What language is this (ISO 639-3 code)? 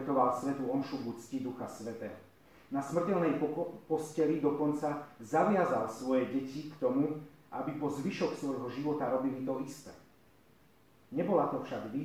slk